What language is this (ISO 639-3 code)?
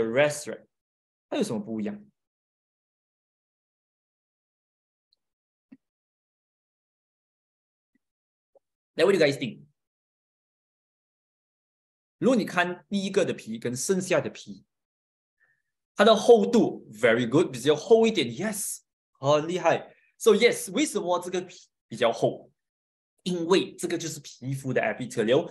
zho